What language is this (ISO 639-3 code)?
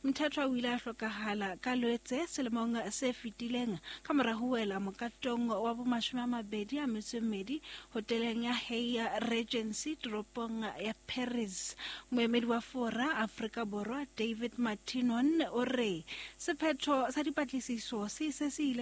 sot